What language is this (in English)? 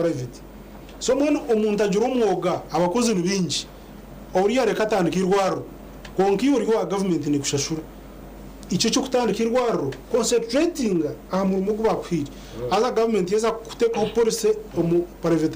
Nyankole